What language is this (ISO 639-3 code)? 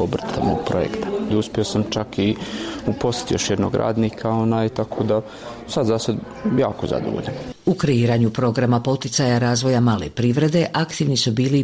bos